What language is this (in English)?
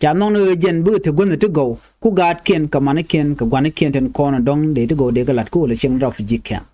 Nuer